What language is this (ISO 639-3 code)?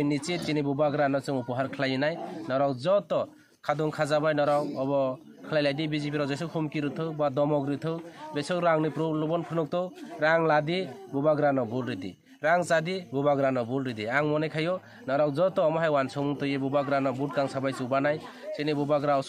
trp